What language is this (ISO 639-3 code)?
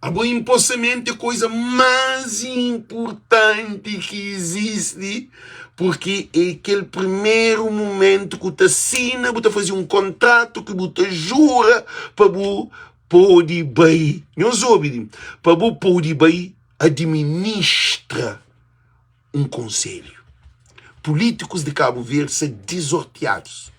kea